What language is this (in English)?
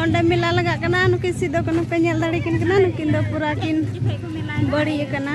Santali